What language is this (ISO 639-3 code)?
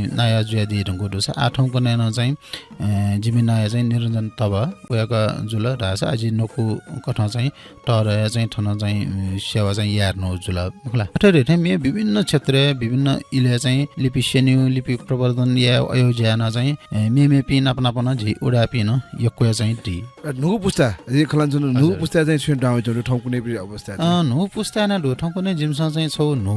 new